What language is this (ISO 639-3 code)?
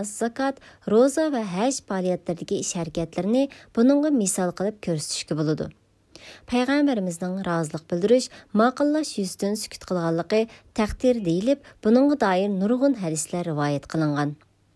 uig